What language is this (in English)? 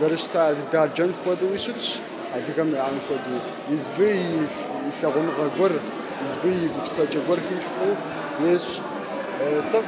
Kabardian